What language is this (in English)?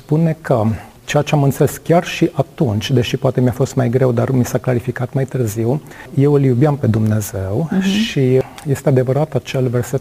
Romanian